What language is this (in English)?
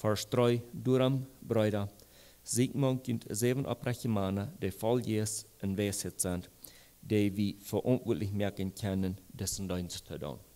Plautdietsch